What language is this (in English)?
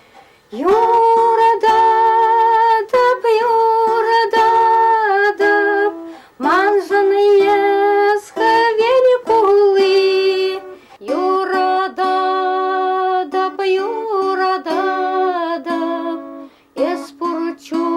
Chuvash